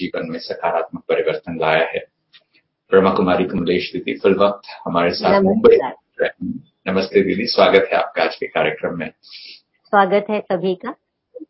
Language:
Hindi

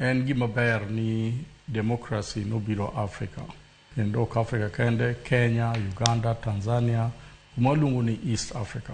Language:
Luo (Kenya and Tanzania)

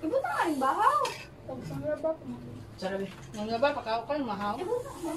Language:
Cebuano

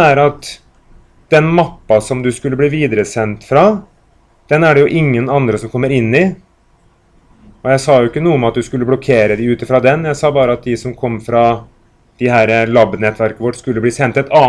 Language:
Norwegian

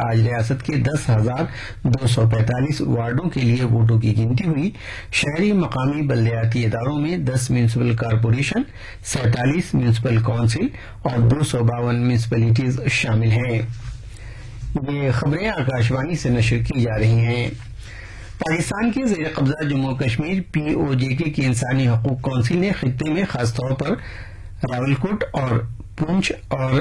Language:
Urdu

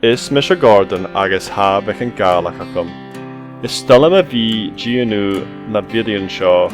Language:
Scottish Gaelic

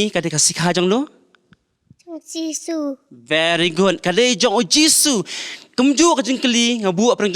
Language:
Khasi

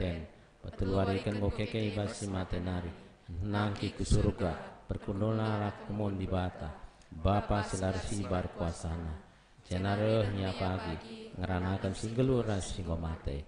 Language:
Batak Karo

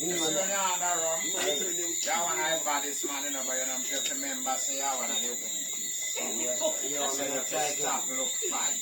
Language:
Jamaican Creole English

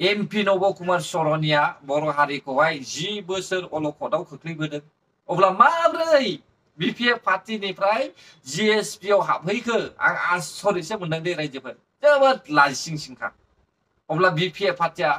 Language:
Bodo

